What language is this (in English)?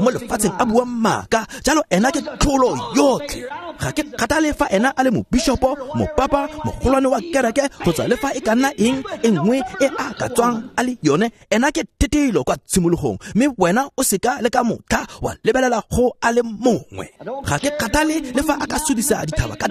Tswana